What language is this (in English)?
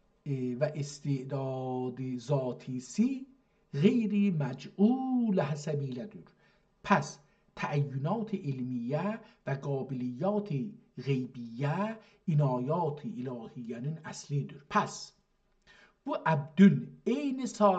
South Azerbaijani